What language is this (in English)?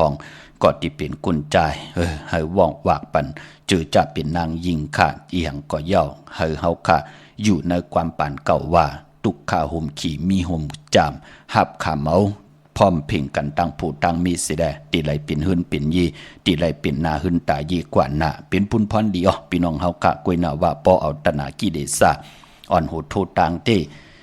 Shan